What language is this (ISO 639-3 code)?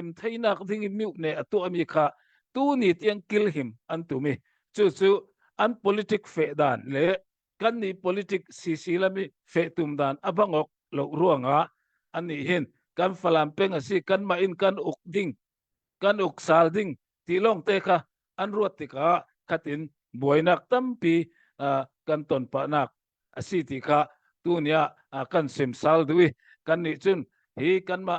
cnh